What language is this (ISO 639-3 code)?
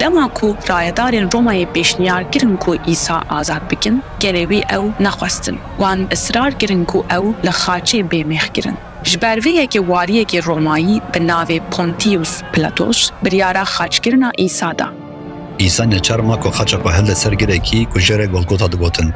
kur